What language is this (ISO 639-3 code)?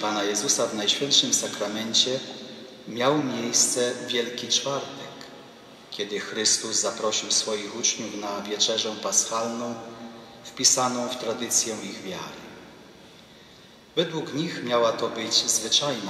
pol